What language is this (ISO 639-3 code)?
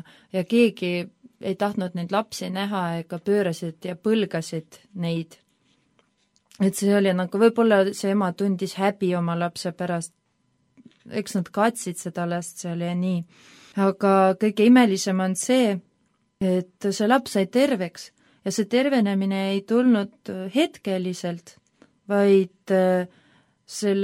est